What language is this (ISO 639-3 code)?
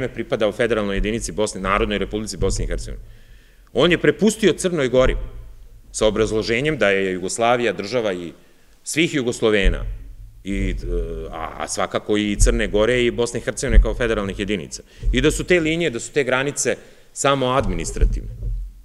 srp